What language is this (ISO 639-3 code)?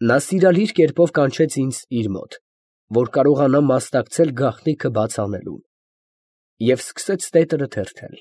hye